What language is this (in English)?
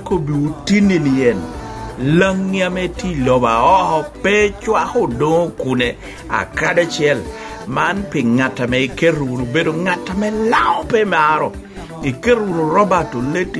Lango (Uganda)